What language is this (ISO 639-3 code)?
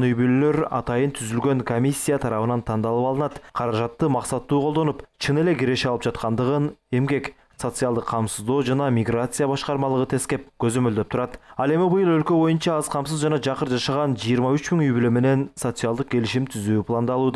kir